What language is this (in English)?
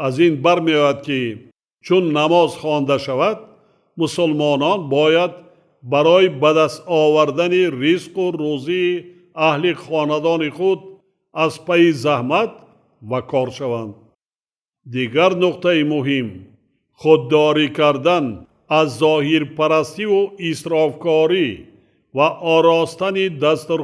Tajik